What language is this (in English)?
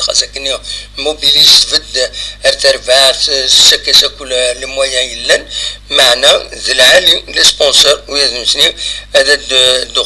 Kabyle